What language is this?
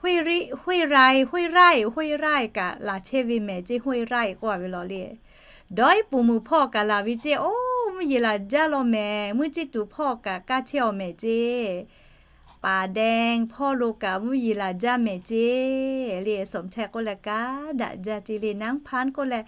Lahu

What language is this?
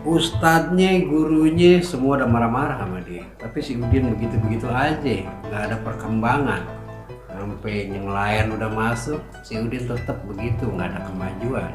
Betawi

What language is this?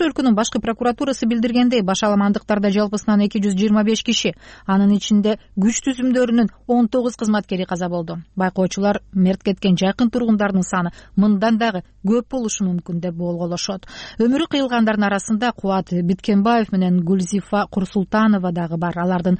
Kyrgyz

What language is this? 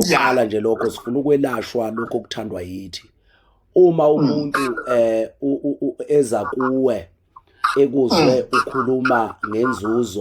Zulu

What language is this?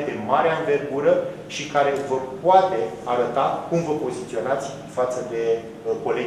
Romanian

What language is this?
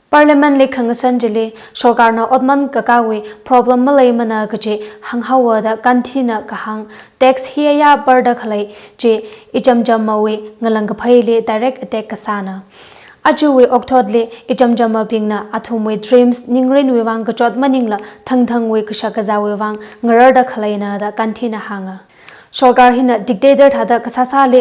Tangkhul Naga (India)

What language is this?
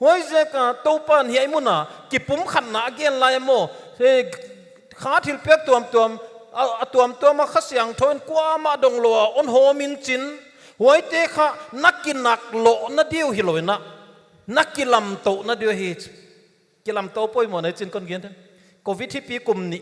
Paite Chin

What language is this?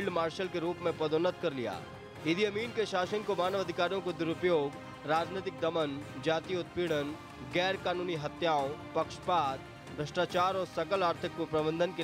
Hindi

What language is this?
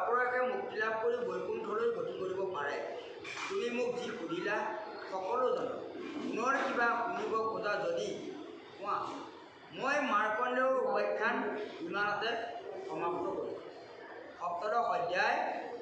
Assamese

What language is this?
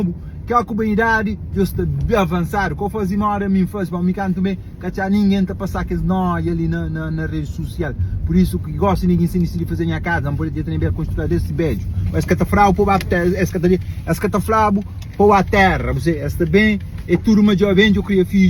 Kabuverdianu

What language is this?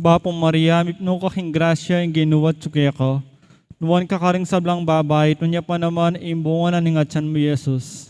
Pampanga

